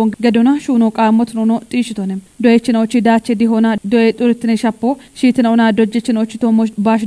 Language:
Kafa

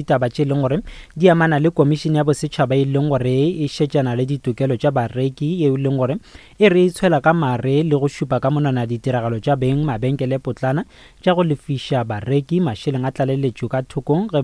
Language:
Northern Sotho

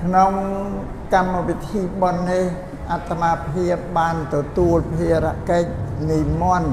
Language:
Khmer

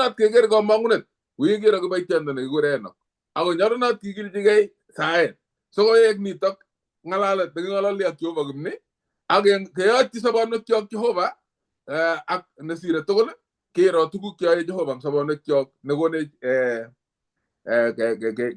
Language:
Kalenjin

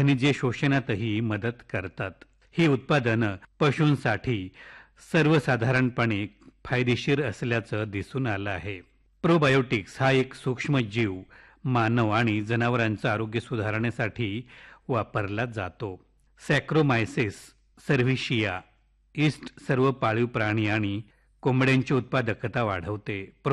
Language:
Marathi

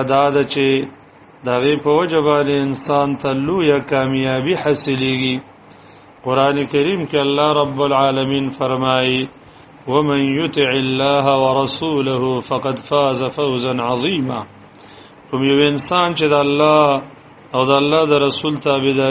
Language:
Pashto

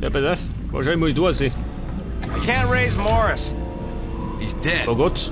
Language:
Bavarian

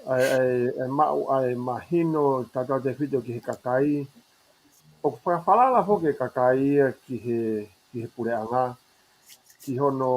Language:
Tongan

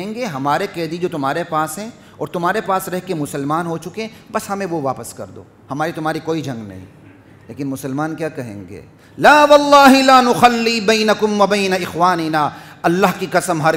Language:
Urdu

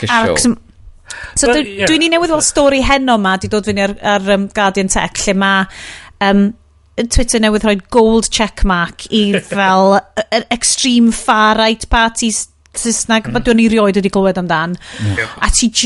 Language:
Welsh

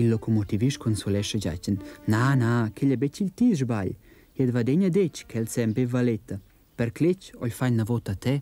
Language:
Romansh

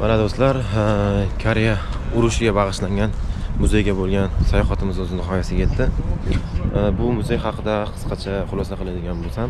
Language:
Uzbek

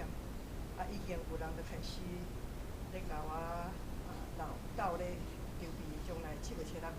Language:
Min Nan Chinese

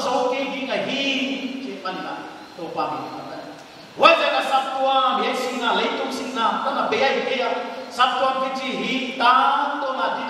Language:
Paite Chin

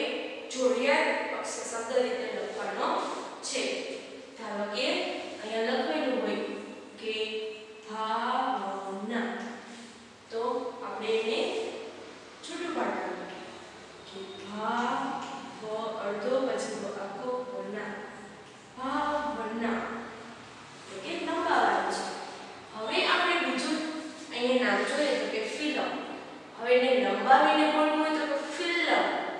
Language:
Gujarati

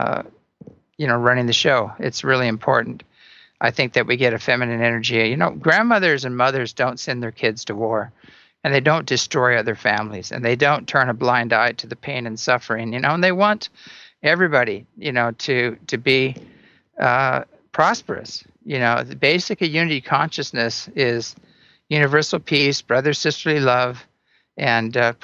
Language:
English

